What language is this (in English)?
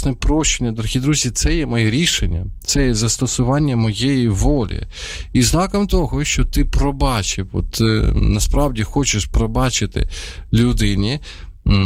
Ukrainian